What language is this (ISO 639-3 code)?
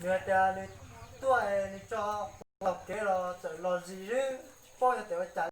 hmn